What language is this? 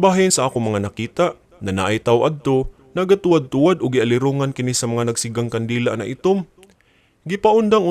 Cebuano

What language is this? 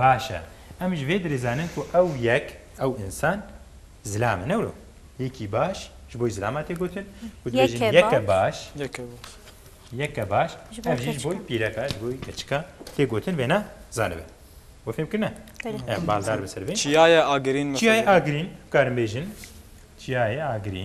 Kurdish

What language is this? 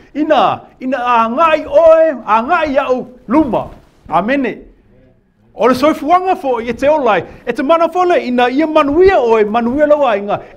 Samoan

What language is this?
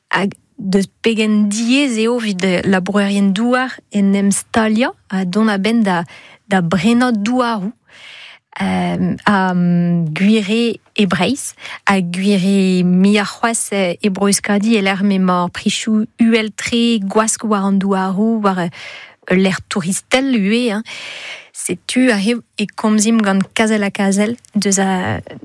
Breton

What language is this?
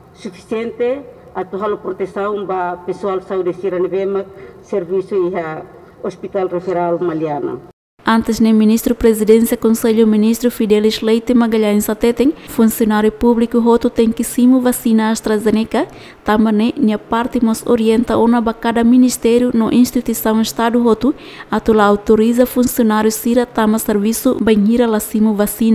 Tetum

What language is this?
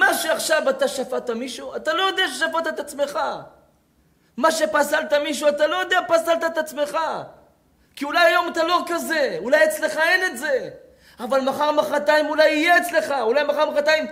Hebrew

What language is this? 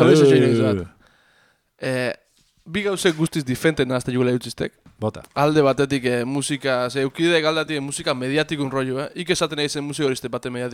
Basque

